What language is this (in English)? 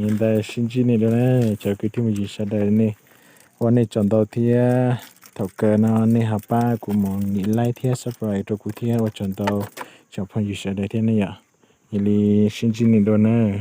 Hmong